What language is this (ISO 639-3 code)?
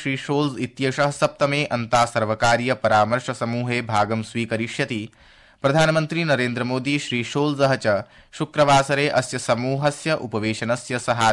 san